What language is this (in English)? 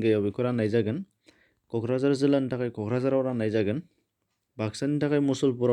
Bodo